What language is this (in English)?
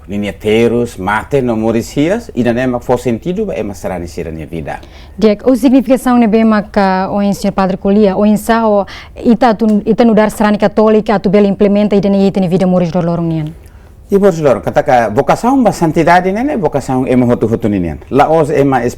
Tetum